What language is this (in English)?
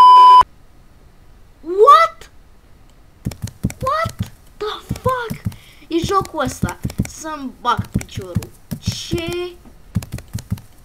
Romanian